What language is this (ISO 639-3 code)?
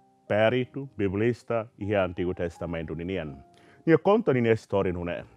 tet